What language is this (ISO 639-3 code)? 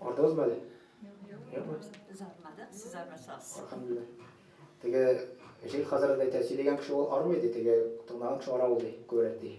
tat